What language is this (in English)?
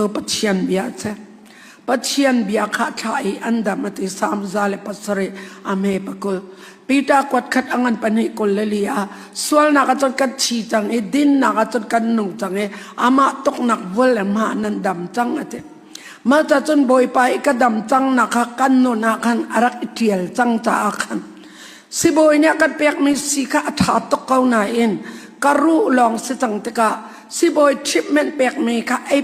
Hakha Chin